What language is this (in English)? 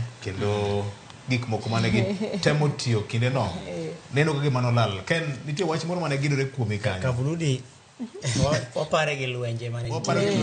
Luo (Kenya and Tanzania)